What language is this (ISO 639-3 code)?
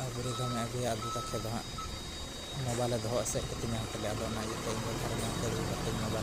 sat